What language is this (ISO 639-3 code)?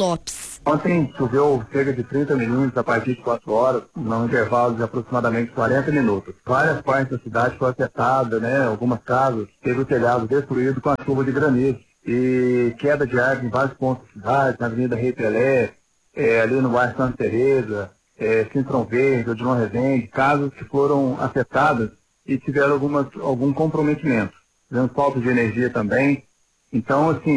por